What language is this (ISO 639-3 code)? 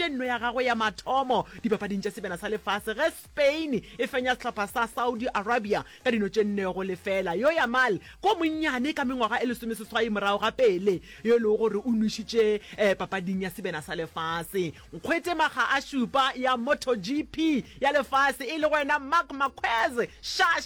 nso